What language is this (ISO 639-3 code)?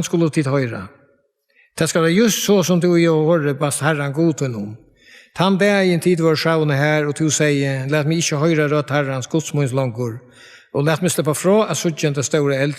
fao